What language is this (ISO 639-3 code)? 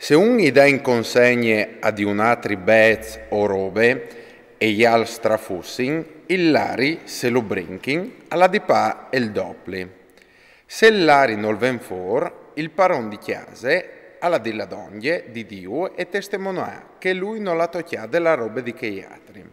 fur